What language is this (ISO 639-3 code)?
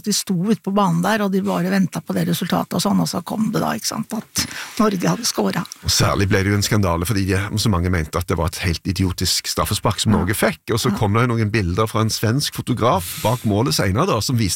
nor